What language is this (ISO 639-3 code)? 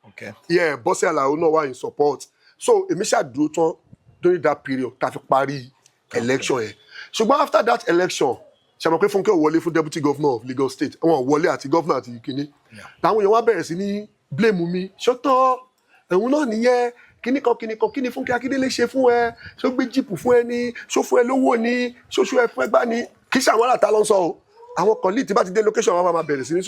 yor